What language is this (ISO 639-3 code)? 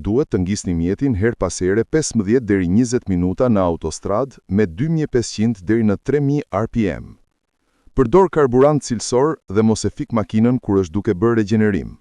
sqi